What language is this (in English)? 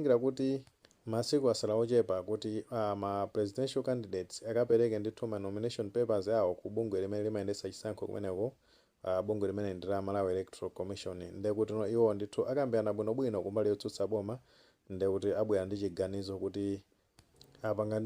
Nyanja